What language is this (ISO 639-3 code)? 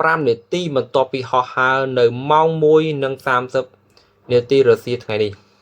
khm